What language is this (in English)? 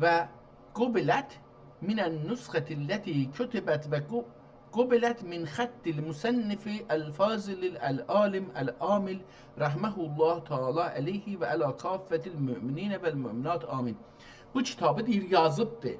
South Azerbaijani